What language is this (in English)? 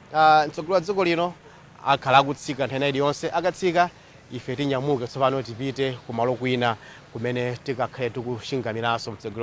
Nyanja